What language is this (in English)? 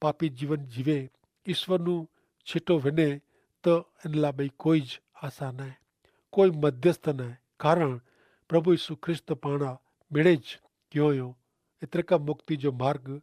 Kachhi